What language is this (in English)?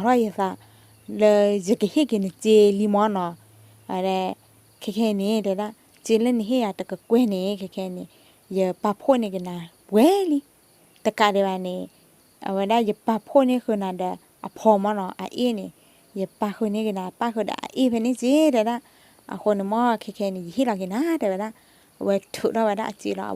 S'gaw Karen